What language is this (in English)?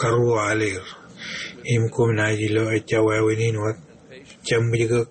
Marshallese